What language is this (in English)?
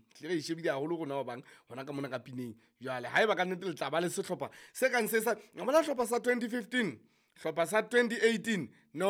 Southern Sotho